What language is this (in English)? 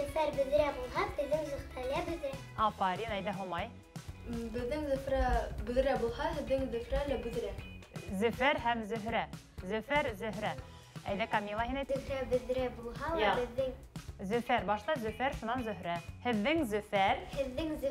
Bashkir